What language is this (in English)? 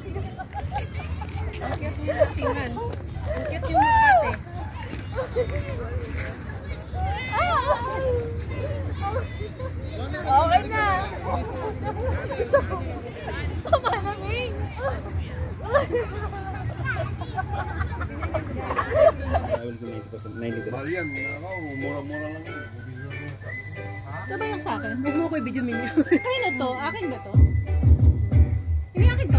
Filipino